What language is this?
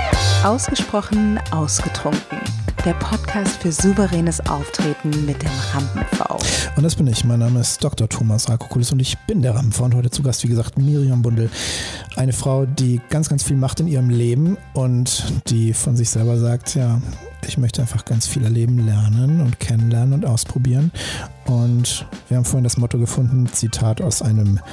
German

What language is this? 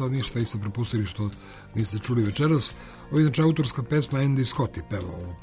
Serbian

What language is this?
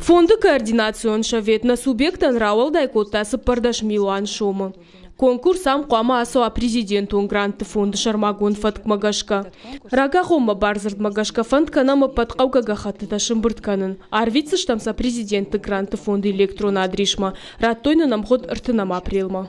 Ossetic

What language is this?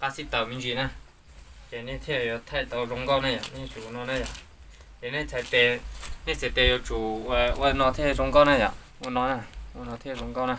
Hmong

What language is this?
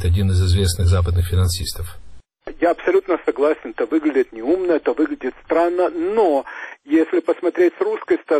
Russian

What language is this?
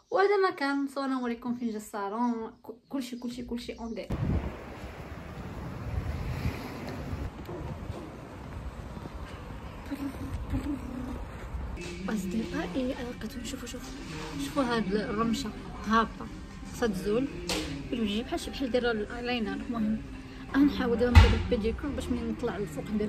Moroccan Arabic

